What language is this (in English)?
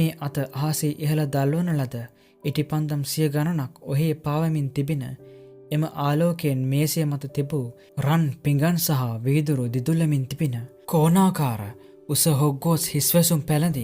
Sinhala